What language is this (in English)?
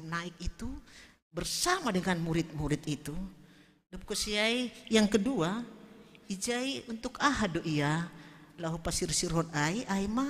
Batak Simalungun